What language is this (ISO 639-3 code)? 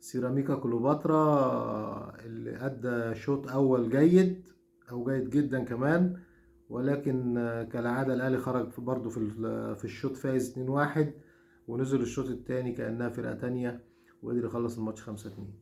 arz